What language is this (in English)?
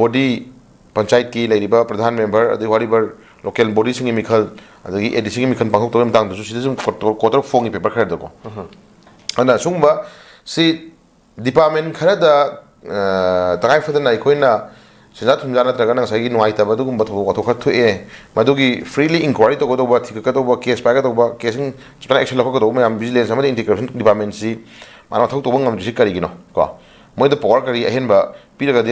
Manipuri